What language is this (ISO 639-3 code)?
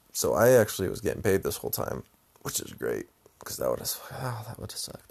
eng